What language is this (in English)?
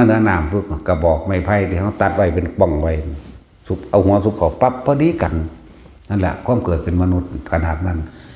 Northeastern Thai